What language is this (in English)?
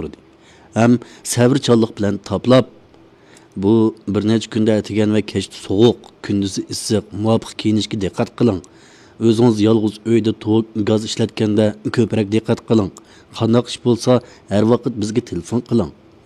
Uyghur